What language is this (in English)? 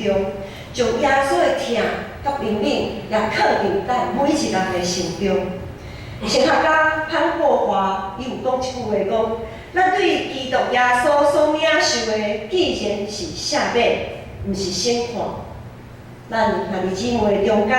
Min Nan Chinese